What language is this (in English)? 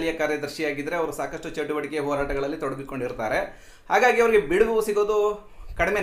Kannada